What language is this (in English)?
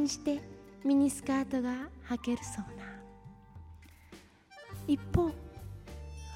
Japanese